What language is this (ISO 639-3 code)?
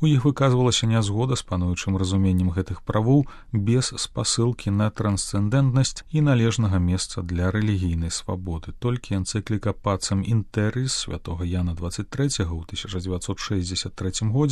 bel